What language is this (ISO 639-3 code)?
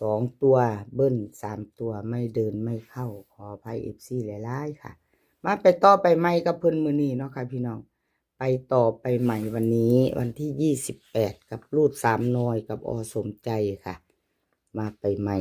tts